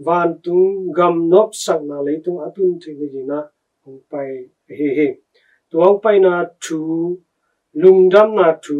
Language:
Tedim Chin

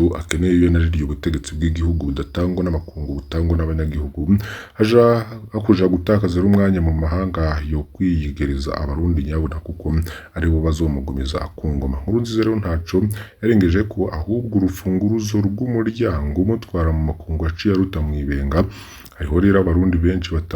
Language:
Rundi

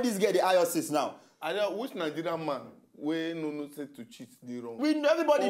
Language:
Nigerian Pidgin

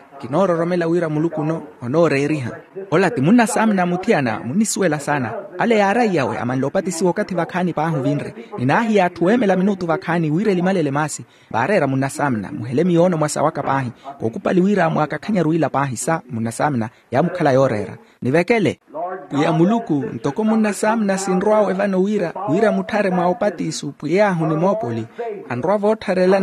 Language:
Makhuwa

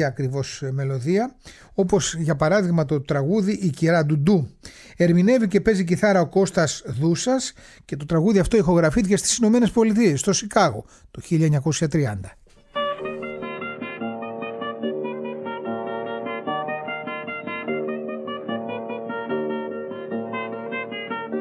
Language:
Greek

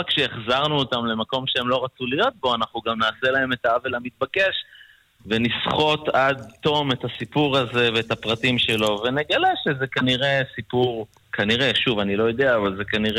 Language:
Hebrew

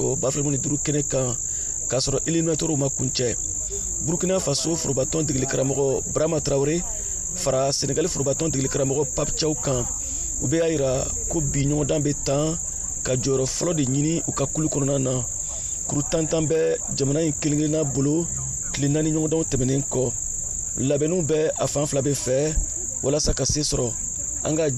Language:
Bambara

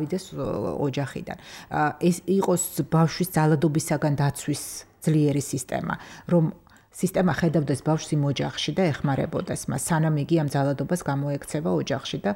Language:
Georgian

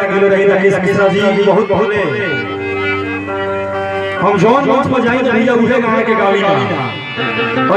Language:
Bhojpuri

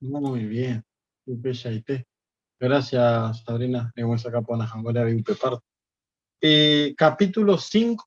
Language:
Guarani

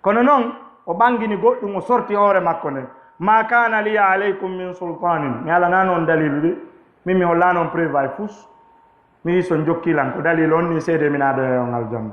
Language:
Fula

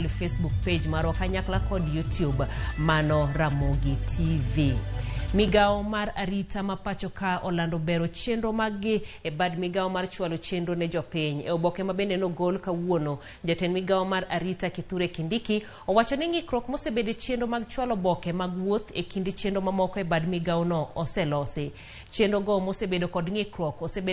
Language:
Luo (Kenya and Tanzania)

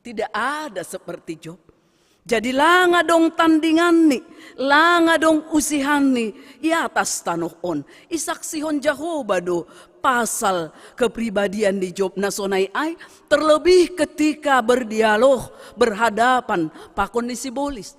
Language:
Batak Simalungun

